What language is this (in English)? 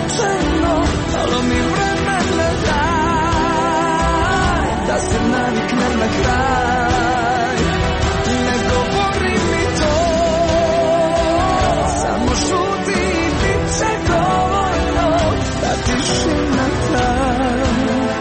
Croatian